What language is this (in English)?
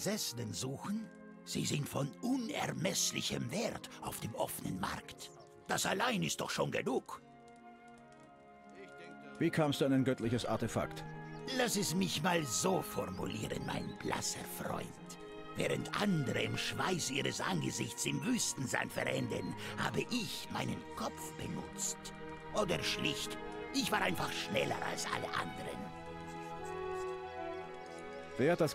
German